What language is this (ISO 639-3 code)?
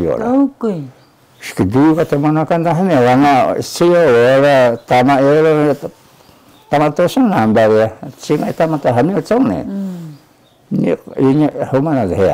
trv